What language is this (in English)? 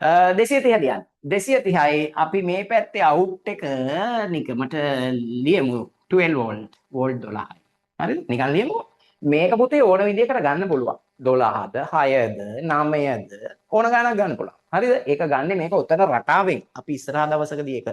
Sinhala